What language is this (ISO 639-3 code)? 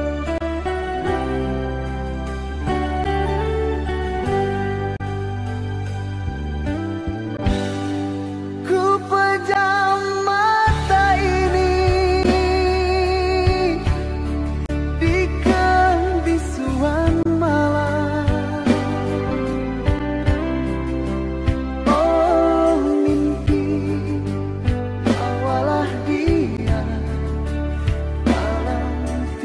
ind